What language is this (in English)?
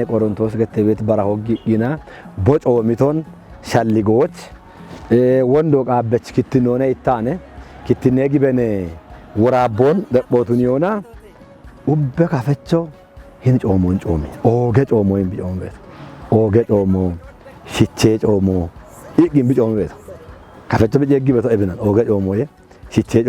Kafa